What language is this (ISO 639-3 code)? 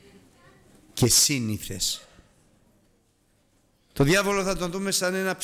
ell